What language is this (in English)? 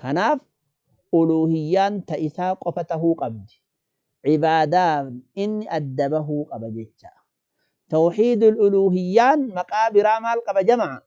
Oromo